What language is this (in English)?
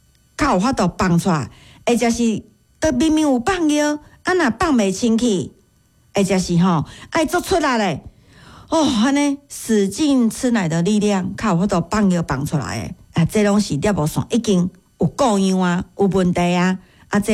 Min Nan Chinese